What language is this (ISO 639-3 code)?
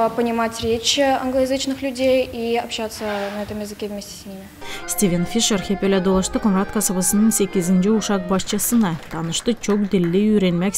gag